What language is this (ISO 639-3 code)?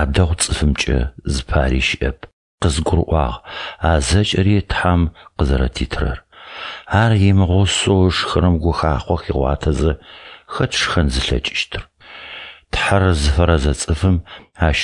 ady